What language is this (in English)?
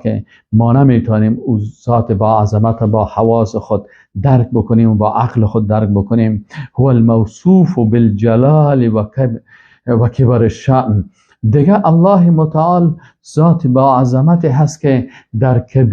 Persian